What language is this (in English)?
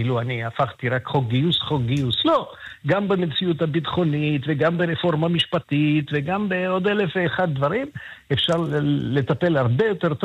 Hebrew